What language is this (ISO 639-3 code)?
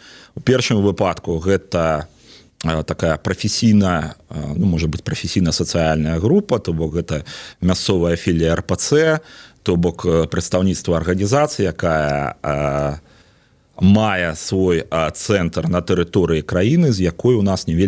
bel